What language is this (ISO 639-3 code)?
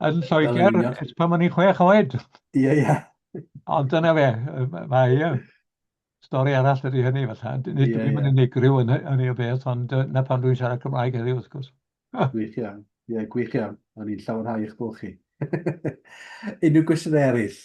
cym